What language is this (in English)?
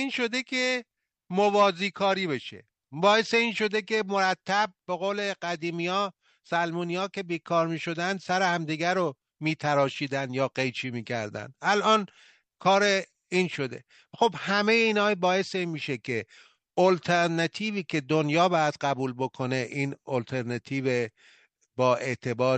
Persian